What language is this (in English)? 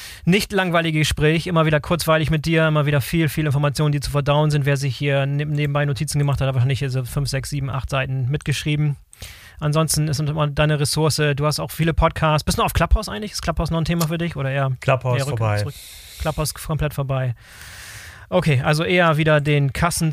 German